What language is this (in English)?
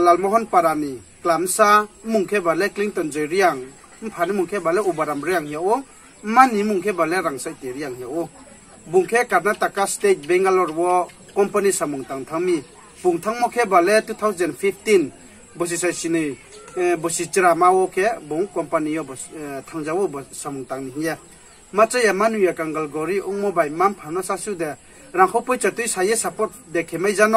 Riang (India)